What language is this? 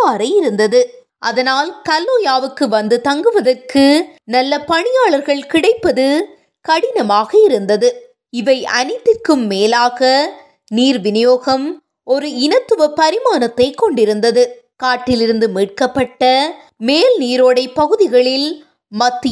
Tamil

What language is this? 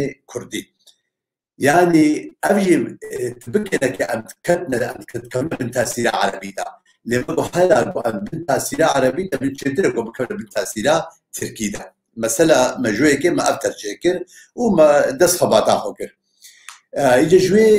Kurdish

